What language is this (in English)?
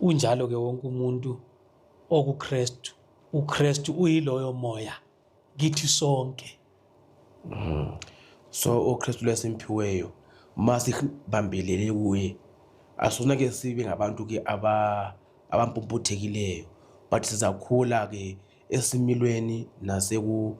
Zulu